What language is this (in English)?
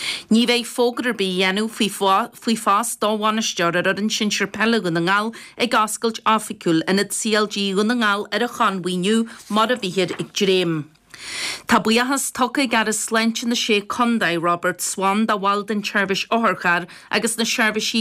Irish